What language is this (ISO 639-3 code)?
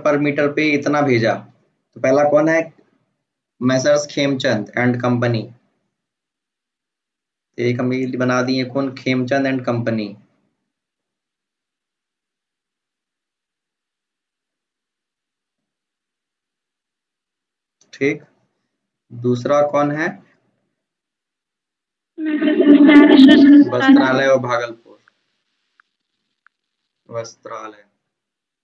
hin